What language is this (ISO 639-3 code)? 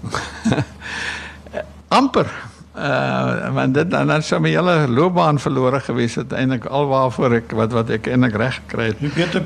afr